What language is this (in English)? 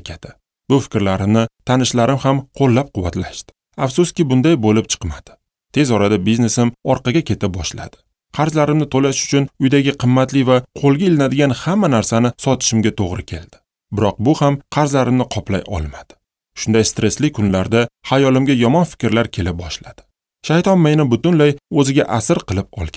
Uzbek